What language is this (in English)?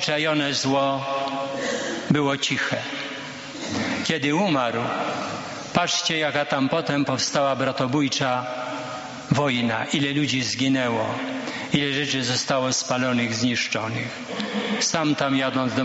Polish